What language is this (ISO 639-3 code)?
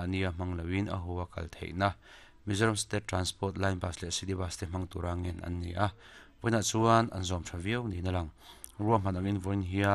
lus